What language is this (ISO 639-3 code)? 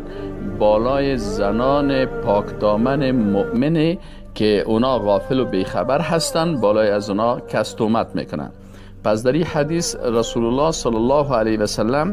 fas